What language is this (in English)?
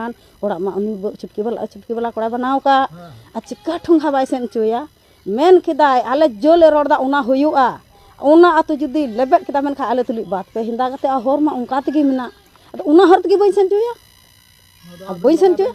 Santali